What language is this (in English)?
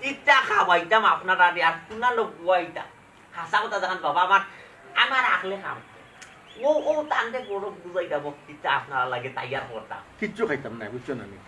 Sylheti